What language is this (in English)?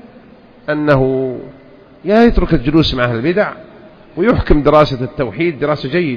Arabic